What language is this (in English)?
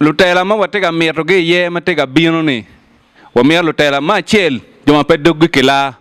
Acoli